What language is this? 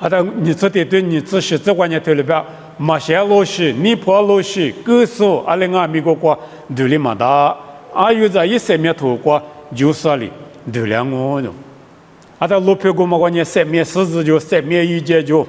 Lisu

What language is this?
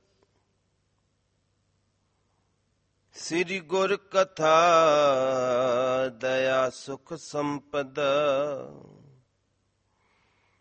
Punjabi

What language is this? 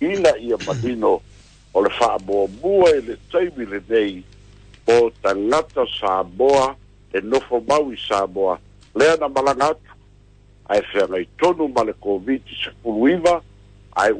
Samoan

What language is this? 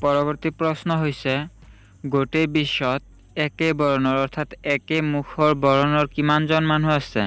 Assamese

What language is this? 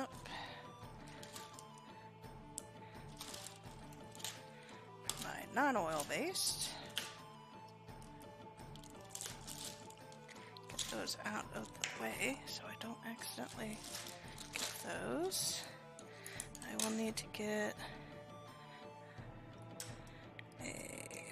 English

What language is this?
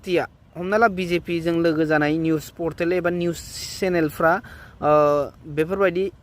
Bodo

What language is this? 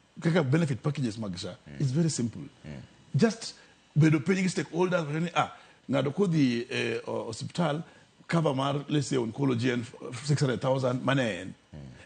Luo (Kenya and Tanzania)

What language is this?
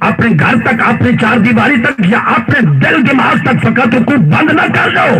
Saraiki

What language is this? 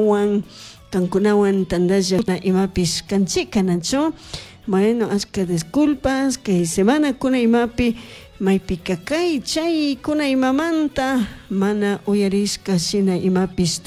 Chimborazo Highland Quichua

